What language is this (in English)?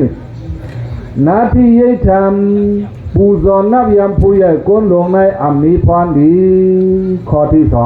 Shan